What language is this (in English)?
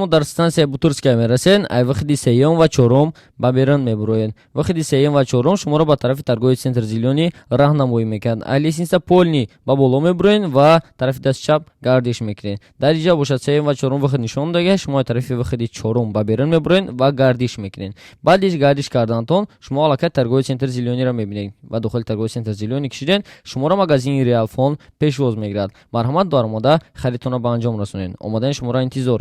Tajik